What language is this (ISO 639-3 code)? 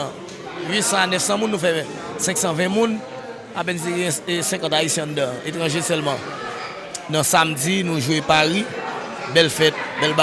hat